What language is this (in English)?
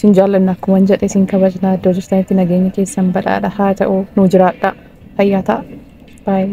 Oromo